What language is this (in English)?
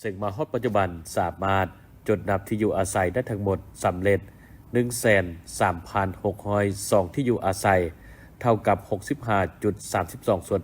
Lao